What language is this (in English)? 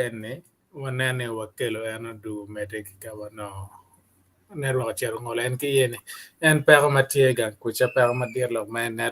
Acoli